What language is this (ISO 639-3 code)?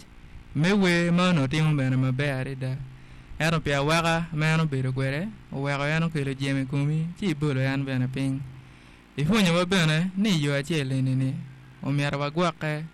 ach